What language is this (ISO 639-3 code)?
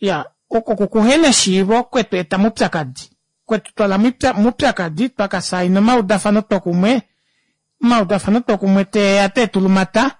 kua